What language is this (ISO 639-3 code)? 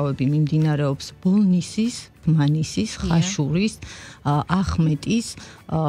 kat